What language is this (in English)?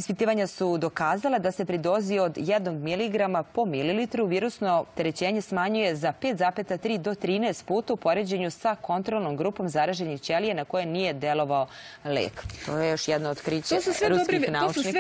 Serbian